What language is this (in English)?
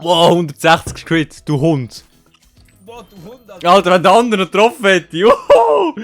Swiss German